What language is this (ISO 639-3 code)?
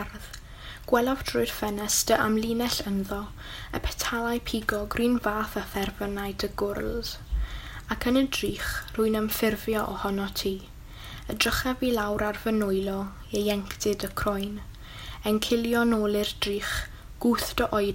cym